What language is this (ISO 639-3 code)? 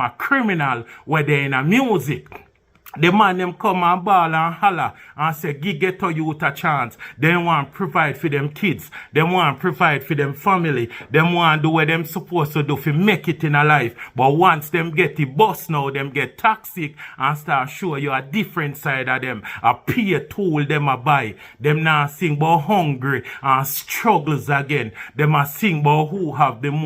jam